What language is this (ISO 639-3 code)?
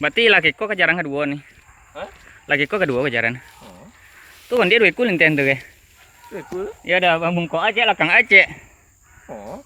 min